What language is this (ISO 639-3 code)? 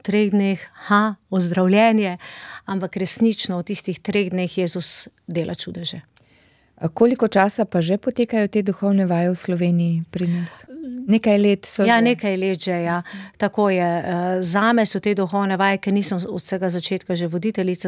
slv